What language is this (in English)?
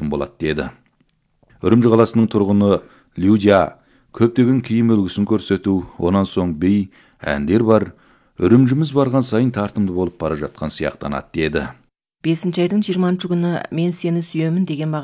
Kazakh